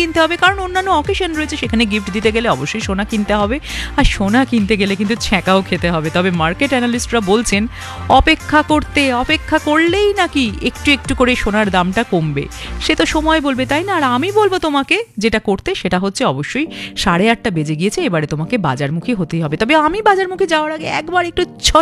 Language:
Bangla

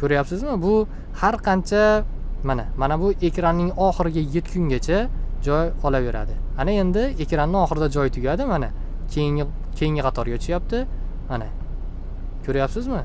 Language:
Uzbek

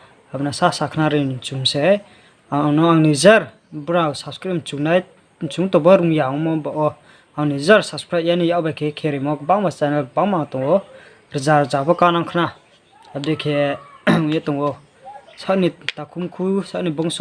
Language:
Riang (India)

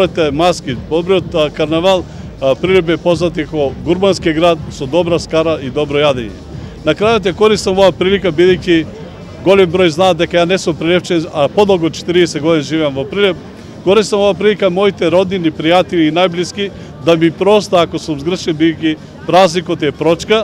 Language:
Macedonian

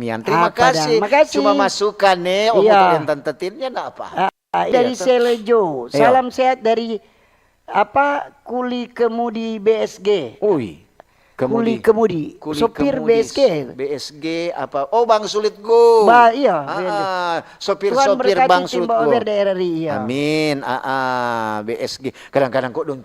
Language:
Manado Malay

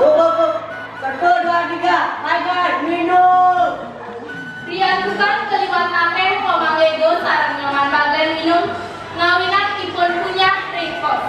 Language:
Balinese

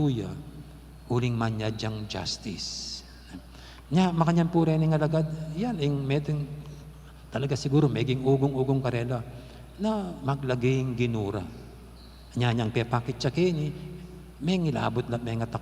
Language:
Pampanga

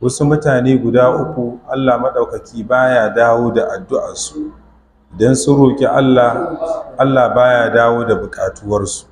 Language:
Hausa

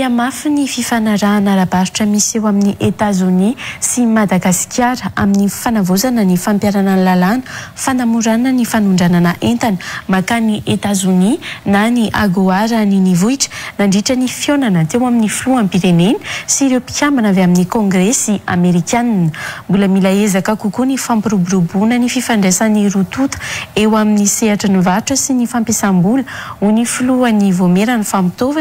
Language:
Malagasy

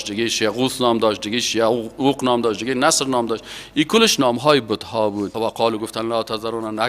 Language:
Persian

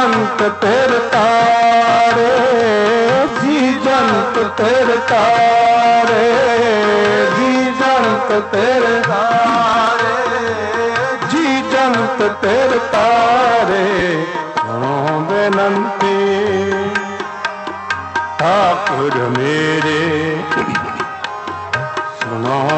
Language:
Punjabi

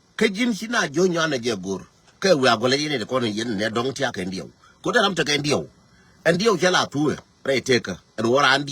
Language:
Nuer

